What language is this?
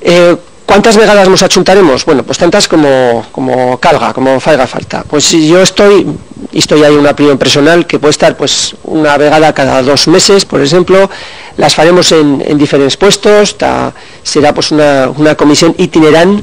Aragonese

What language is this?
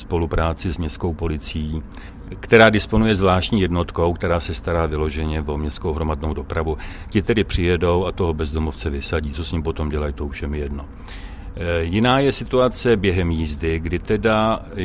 Czech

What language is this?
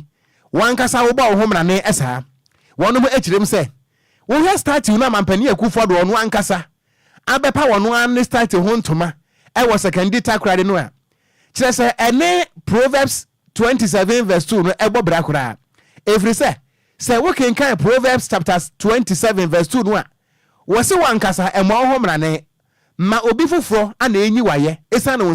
Akan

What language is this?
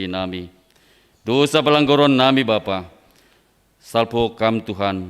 Batak Simalungun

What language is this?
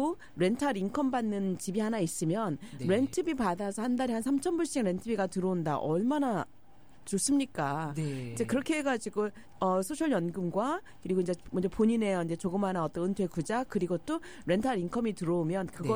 Korean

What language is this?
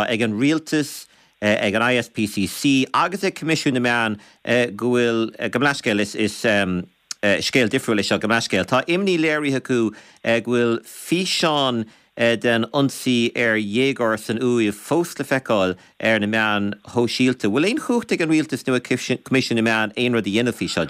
Irish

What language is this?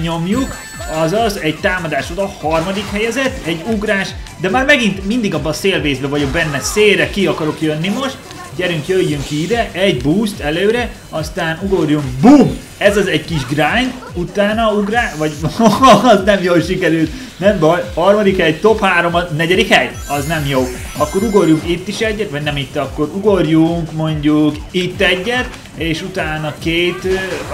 Hungarian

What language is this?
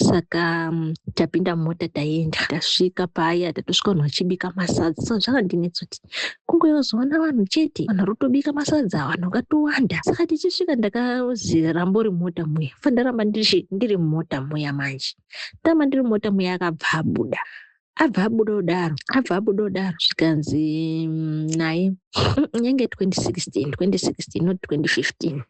Shona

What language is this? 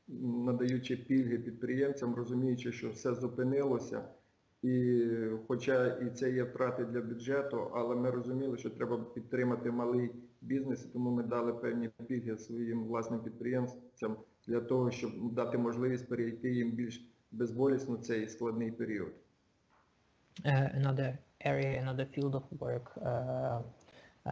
Ukrainian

